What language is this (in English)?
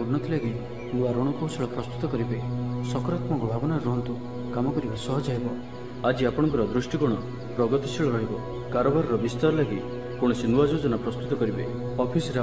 Odia